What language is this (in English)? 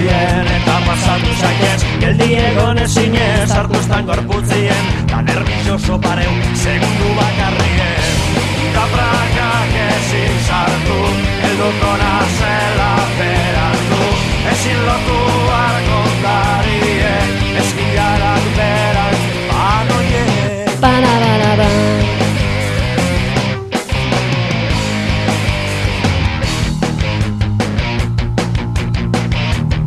Basque